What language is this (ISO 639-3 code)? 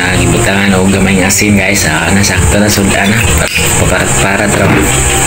ceb